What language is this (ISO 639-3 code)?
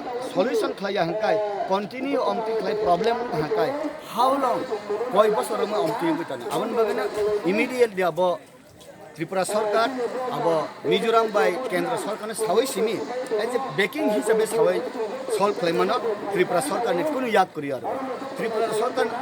ria